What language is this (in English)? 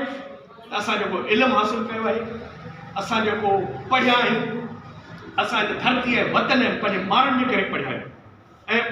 Sindhi